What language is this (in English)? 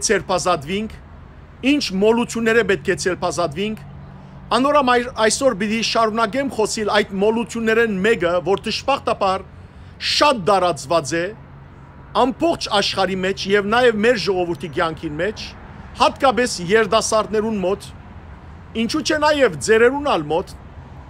Western Armenian